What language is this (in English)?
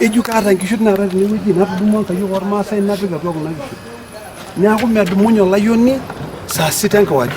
Masai